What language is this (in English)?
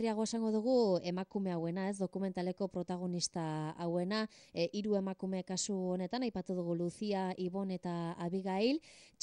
Basque